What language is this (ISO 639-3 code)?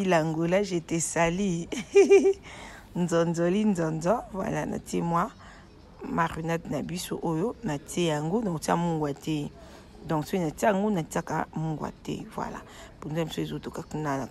lin